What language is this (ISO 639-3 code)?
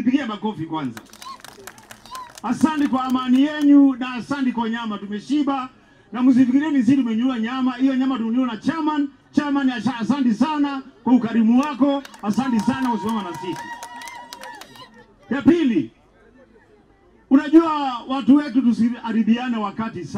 swa